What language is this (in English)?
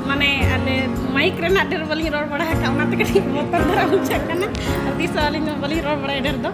Santali